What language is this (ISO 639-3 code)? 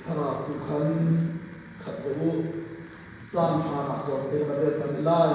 cnh